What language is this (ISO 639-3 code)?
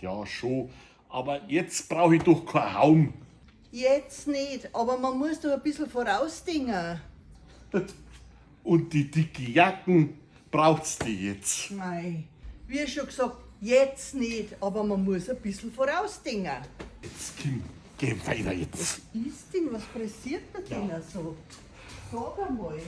bar